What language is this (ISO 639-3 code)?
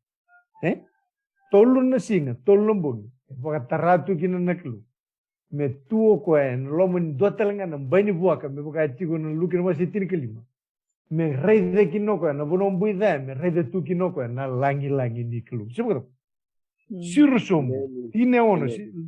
fij